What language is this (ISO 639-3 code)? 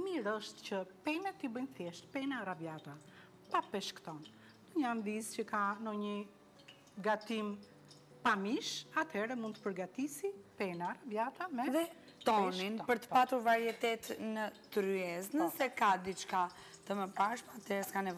sqi